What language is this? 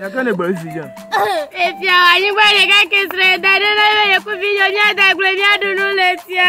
Ewe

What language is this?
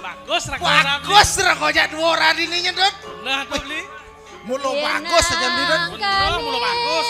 Balinese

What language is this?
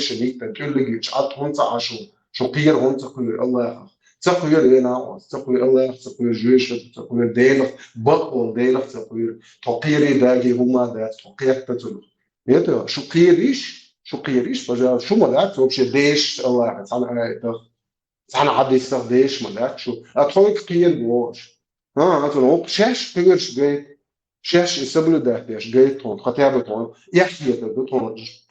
Chechen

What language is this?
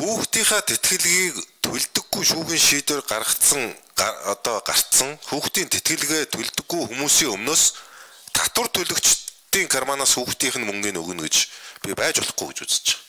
Mongolian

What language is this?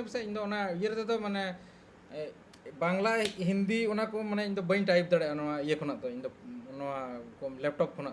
Santali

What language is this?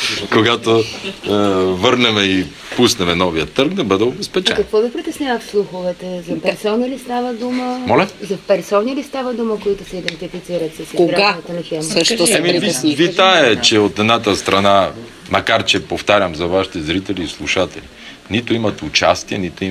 Bulgarian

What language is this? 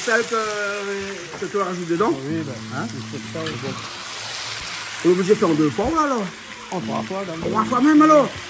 Réunion Creole French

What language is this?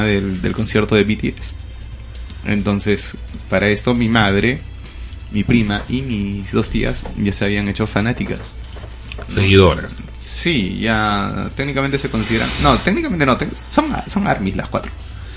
Spanish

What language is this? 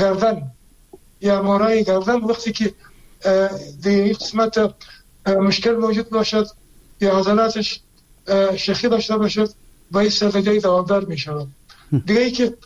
Persian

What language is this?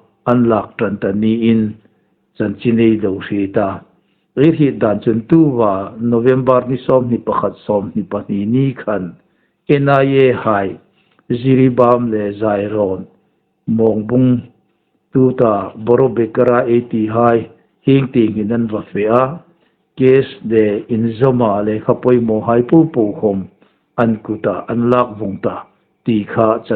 Hmar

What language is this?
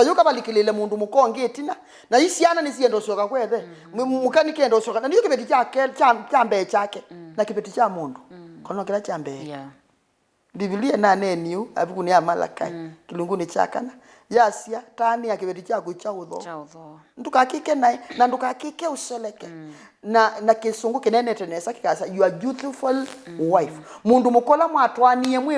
Kamba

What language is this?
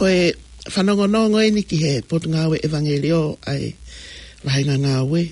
Tongan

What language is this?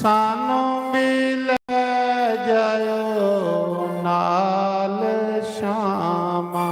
Dogri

